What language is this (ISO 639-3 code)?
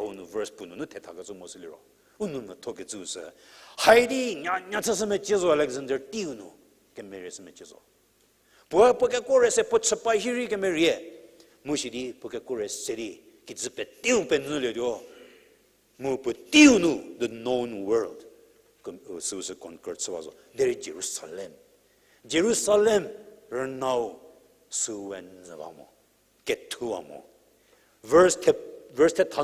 njm